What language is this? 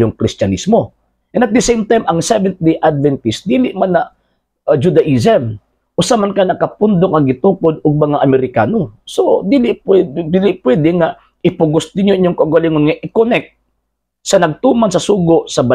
Cebuano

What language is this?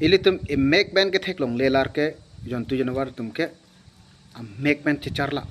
Karbi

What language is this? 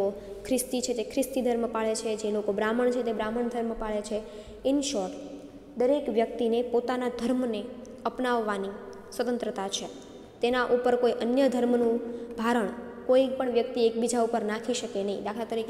Gujarati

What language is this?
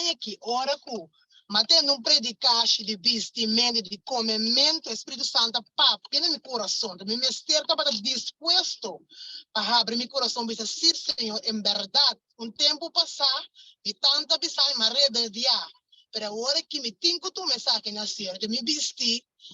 Papiamento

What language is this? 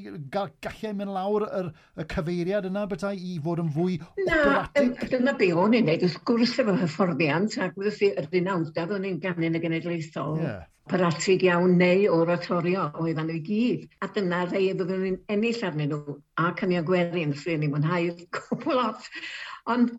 Welsh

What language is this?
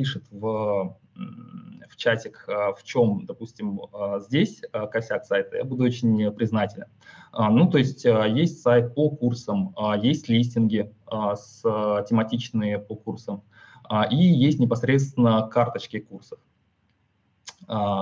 Russian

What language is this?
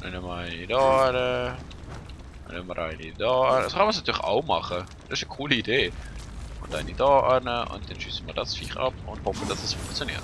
Swiss German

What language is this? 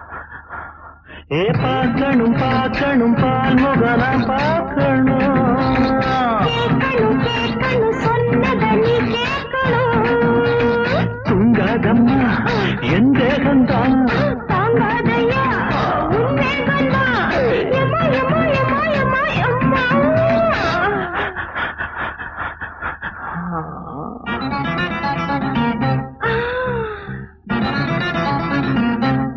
Tamil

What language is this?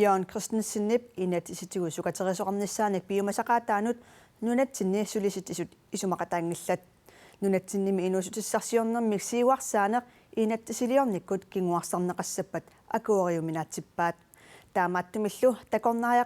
Kalaallisut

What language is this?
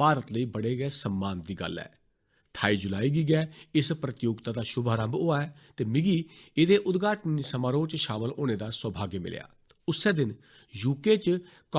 Dogri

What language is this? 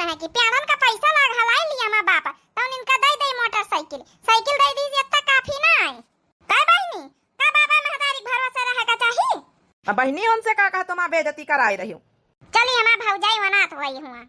Awadhi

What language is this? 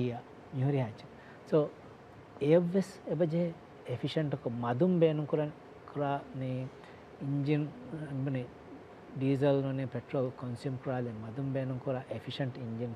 Divehi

